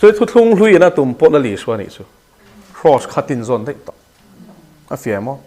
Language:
Mizo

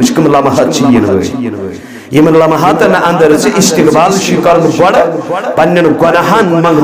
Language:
Kashmiri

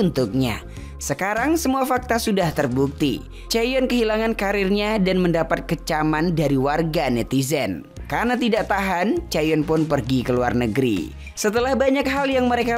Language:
Indonesian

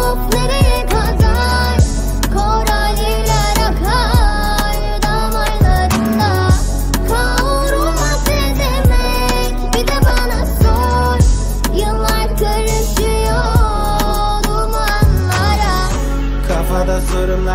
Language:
Turkish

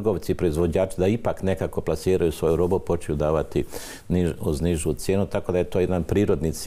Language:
Croatian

